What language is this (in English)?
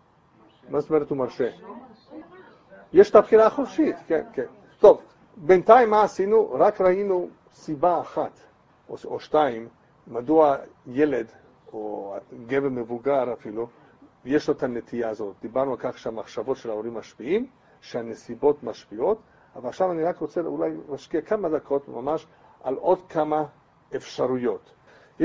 Hebrew